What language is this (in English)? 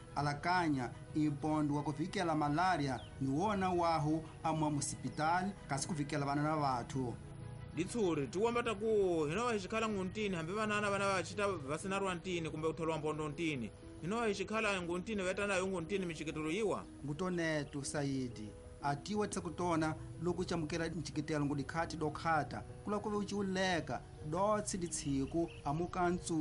Tsonga